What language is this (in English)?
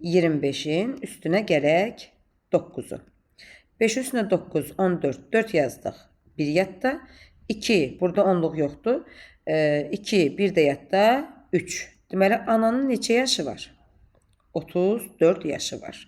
Azerbaijani